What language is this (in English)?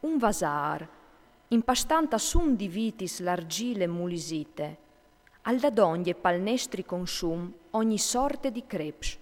Friulian